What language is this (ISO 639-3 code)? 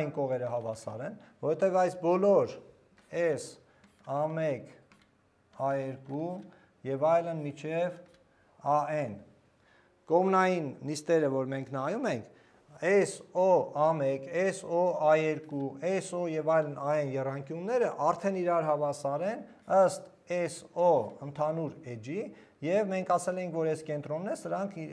hye